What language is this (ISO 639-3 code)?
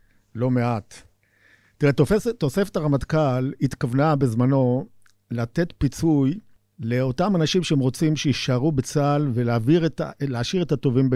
heb